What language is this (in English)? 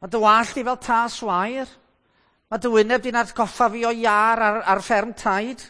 Welsh